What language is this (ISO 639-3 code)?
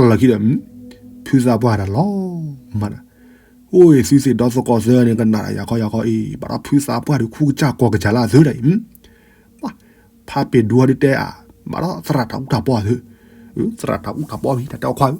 ksw